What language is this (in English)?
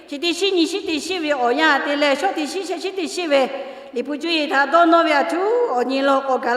Lahu